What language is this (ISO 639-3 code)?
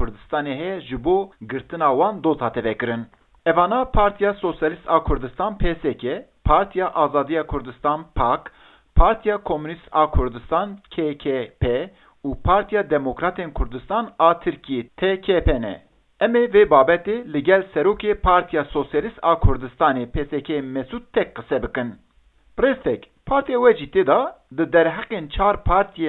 kur